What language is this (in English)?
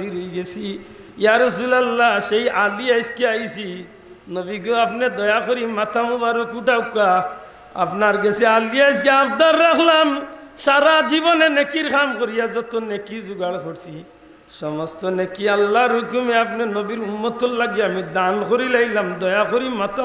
Sylheti